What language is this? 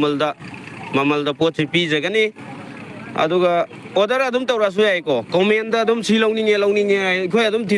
Manipuri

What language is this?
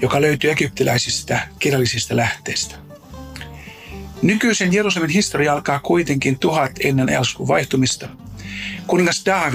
Finnish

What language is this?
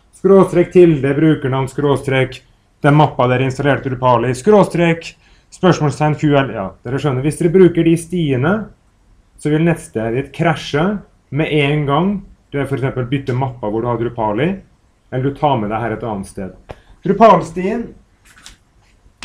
Norwegian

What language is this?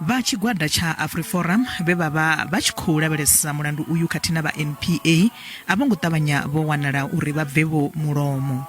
Venda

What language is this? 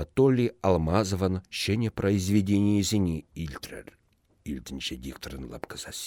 Chuvash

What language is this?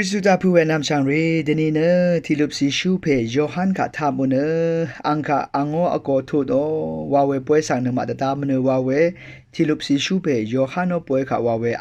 Rawang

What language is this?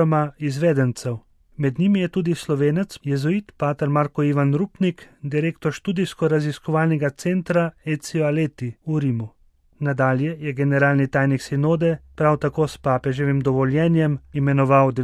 Slovenian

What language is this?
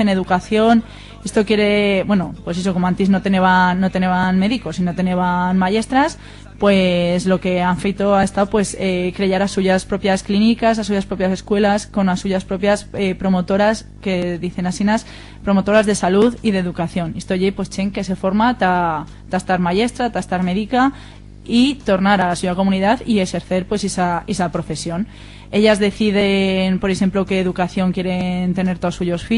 Aragonese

